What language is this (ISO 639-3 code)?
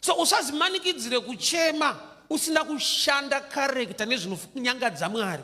sna